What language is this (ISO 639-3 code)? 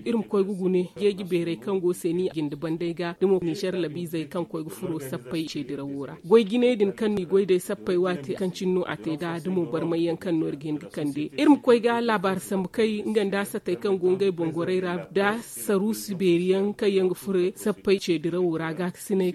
dje